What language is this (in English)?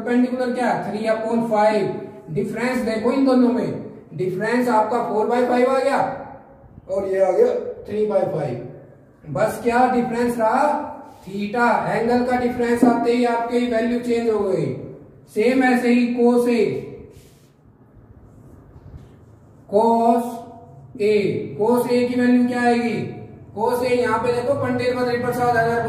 Hindi